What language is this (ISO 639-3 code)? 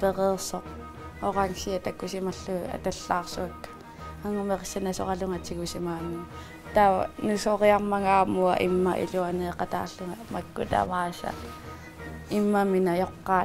kal